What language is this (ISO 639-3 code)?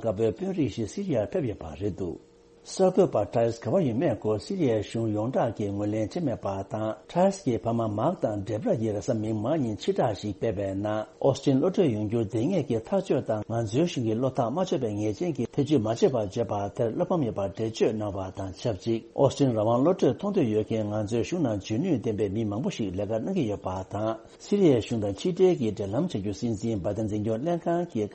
bod